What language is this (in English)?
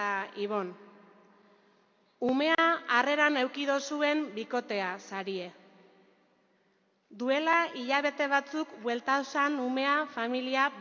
Basque